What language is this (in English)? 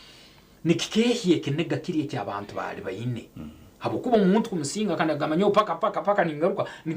Nyankole